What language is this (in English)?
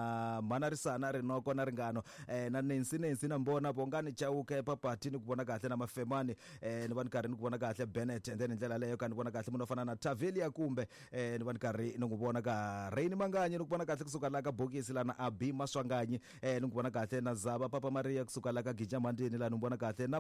Tsonga